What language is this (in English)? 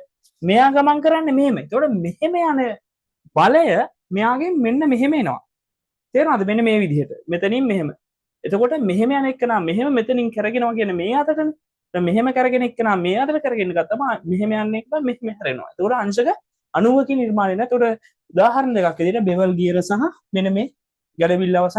Sinhala